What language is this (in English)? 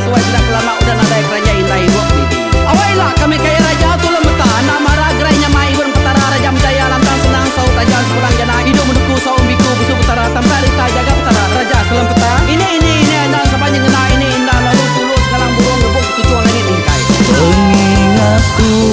Iban